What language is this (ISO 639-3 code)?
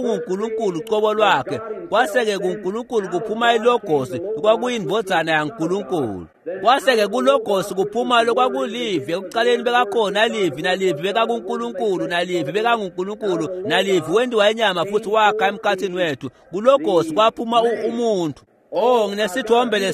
ssw